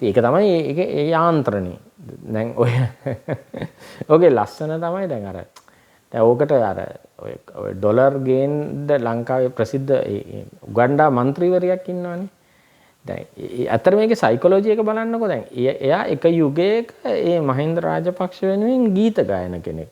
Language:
Sinhala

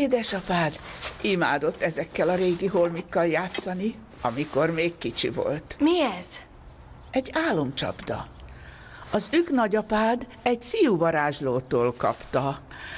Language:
Hungarian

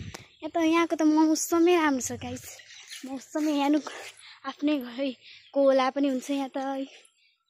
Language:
Nepali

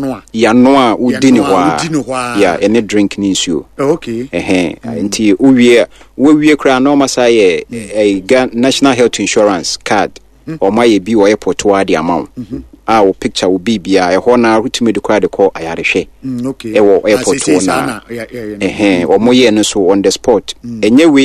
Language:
Akan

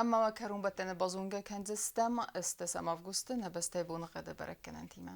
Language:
Ossetic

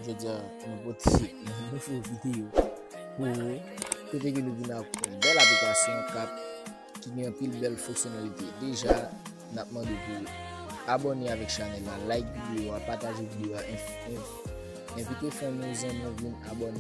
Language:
Haitian Creole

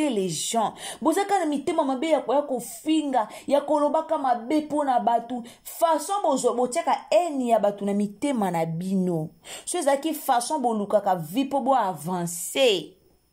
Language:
Lingala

